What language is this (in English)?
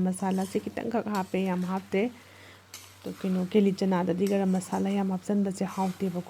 Manipuri